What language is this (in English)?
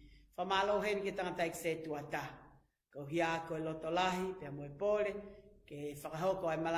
Tongan